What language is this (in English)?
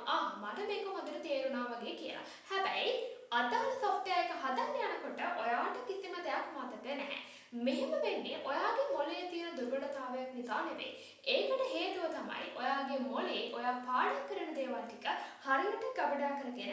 Sinhala